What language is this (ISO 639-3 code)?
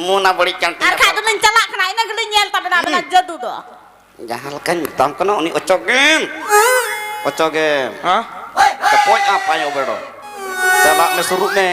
sat